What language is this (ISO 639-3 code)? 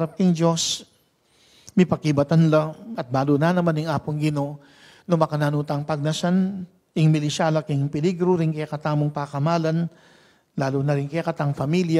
pam